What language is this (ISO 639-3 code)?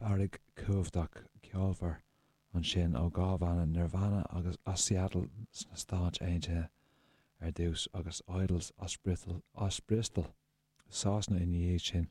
gle